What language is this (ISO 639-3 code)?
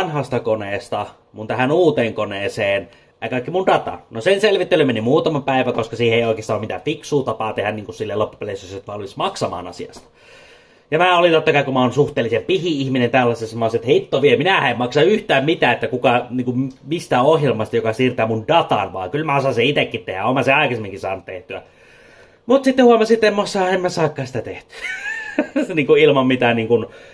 fin